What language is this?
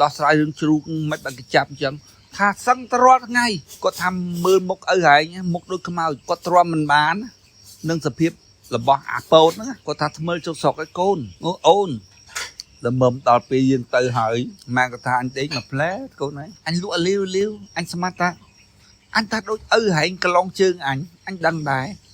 Khmer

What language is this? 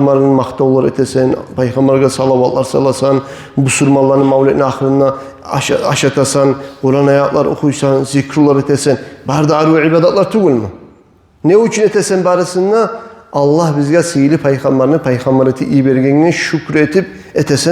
Kumyk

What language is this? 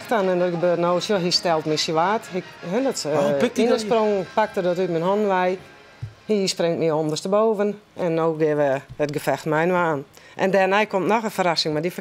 Western Frisian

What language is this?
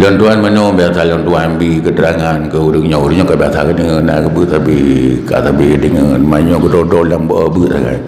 Achinese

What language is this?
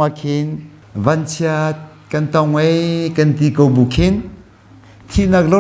Hakha Chin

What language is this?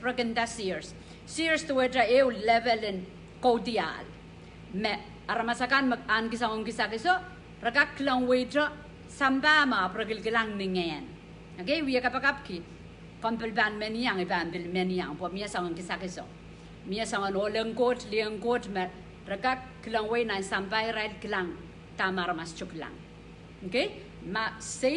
Pohnpeian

